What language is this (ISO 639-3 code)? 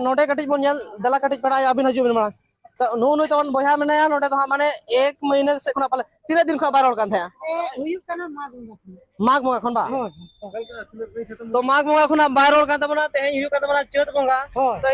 sat